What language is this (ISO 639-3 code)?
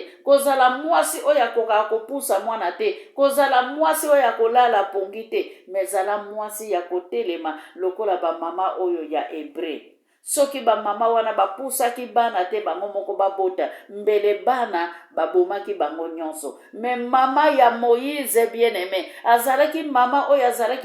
lin